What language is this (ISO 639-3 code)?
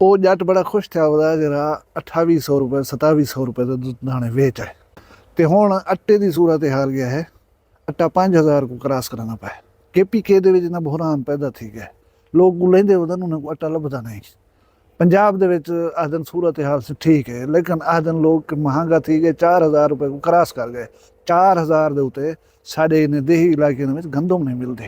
skr